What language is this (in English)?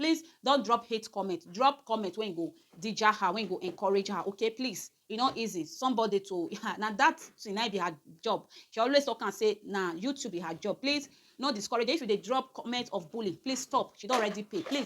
Nigerian Pidgin